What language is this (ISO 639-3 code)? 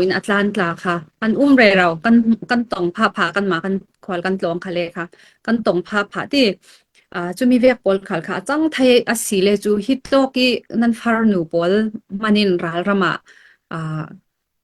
cfm